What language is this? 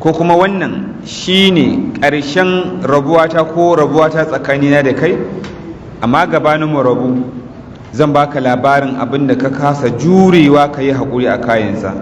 Hausa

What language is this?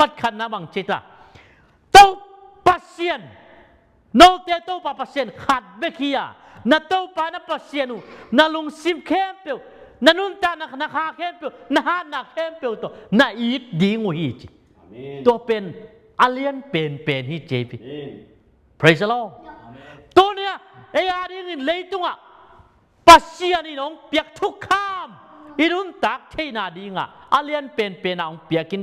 Tedim Chin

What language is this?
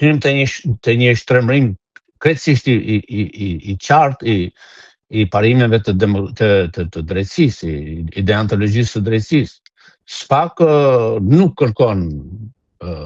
Albanian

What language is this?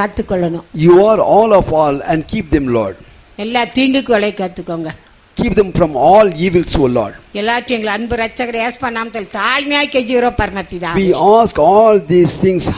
Tamil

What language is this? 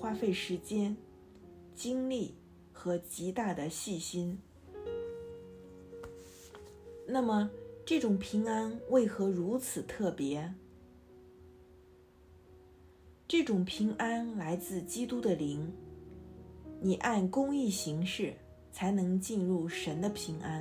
Chinese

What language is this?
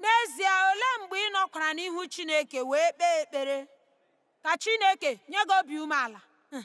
Igbo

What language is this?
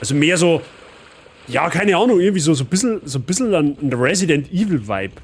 Bavarian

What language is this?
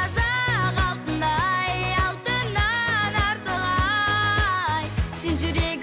Kazakh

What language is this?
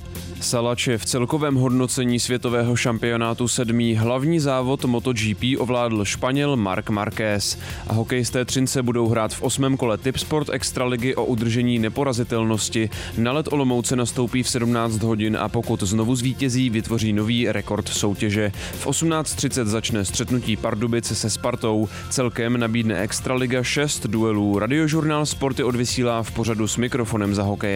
Czech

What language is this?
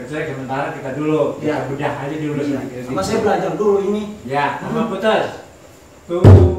Betawi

